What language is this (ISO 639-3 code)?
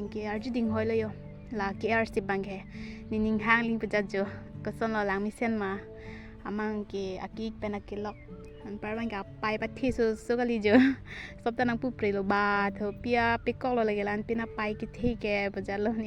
mjw